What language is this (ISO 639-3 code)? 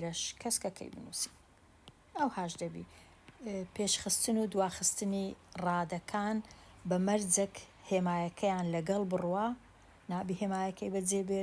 ckb